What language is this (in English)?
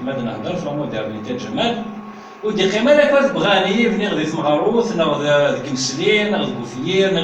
Kabyle